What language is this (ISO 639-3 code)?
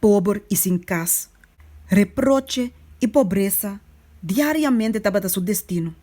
pap